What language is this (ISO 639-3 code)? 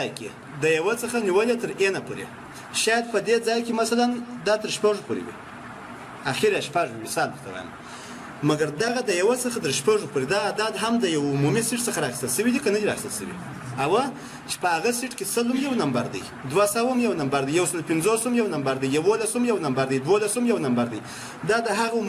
pus